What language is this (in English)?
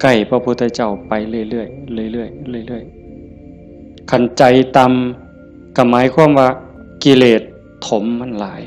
Northeastern Thai